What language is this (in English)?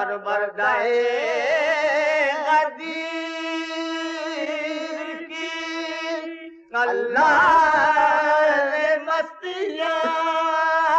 Urdu